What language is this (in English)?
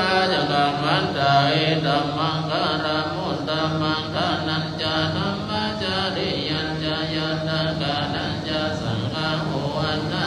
Pali